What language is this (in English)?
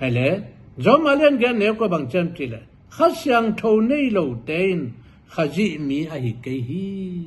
Tedim Chin